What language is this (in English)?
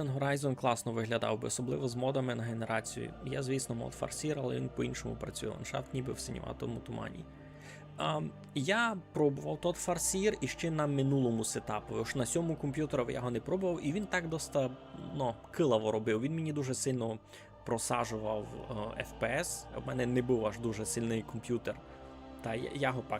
Rusyn